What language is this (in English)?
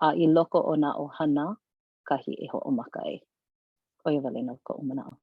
Hawaiian